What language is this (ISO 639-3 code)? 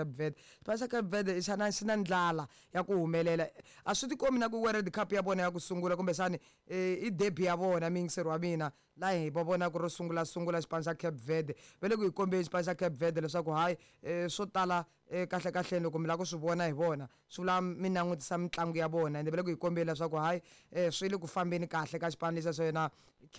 tso